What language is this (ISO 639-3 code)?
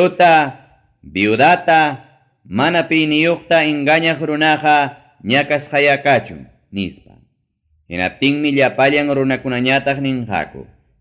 quy